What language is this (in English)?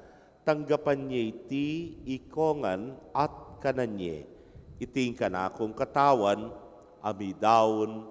Pampanga